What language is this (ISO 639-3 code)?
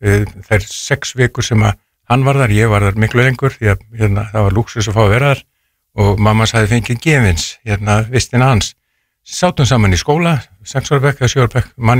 isl